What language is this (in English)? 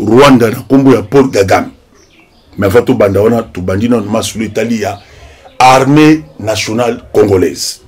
Lingala